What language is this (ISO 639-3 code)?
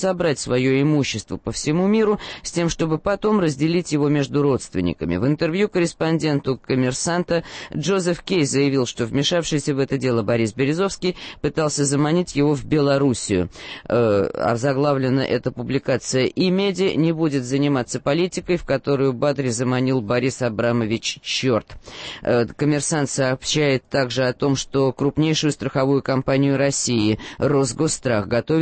rus